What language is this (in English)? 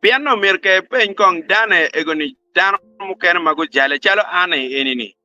Acoli